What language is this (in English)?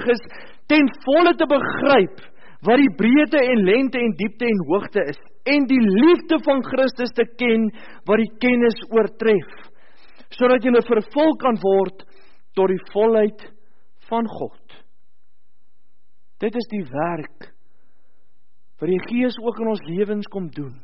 Afrikaans